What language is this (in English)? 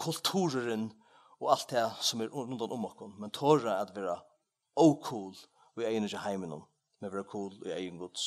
Faroese